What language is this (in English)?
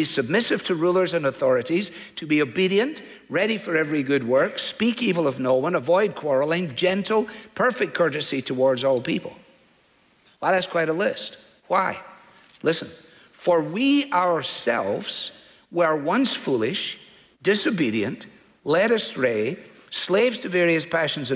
English